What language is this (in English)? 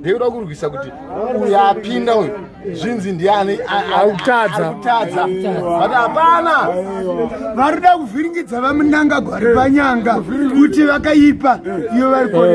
Shona